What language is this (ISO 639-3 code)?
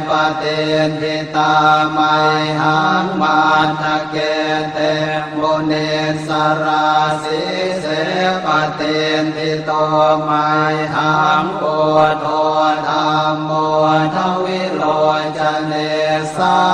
pli